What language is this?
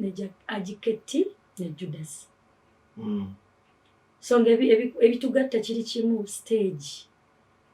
Ganda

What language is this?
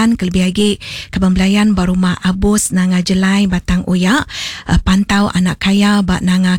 Iban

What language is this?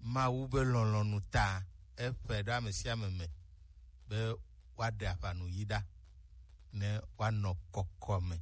Gen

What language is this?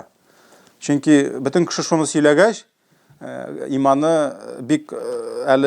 Tatar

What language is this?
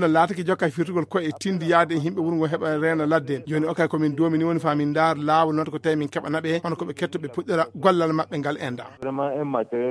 Nigerian Fulfulde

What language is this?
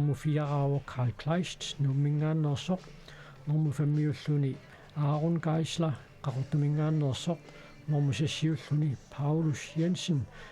Kalaallisut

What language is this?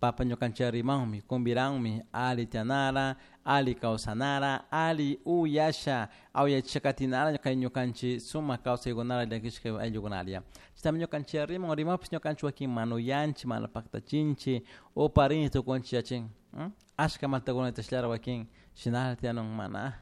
Chimborazo Highland Quichua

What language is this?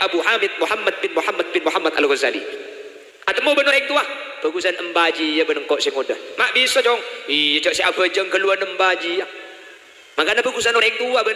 Madurese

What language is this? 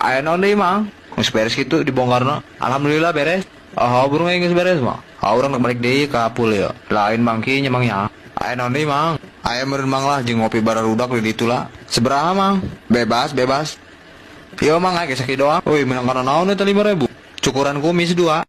Sundanese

